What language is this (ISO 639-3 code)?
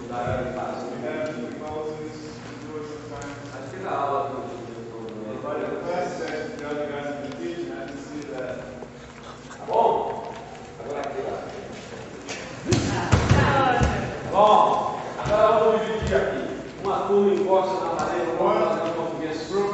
por